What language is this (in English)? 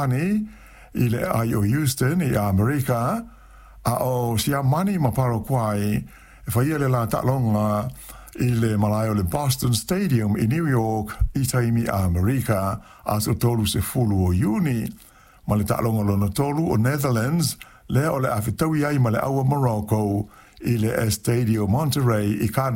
Samoan